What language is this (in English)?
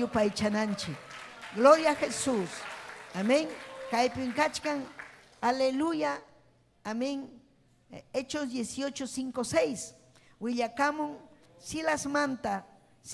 Ayacucho Quechua